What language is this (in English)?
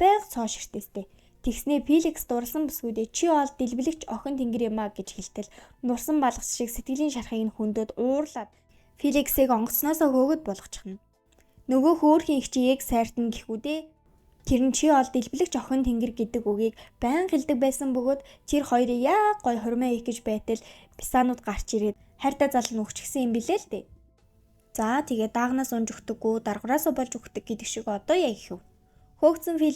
Mongolian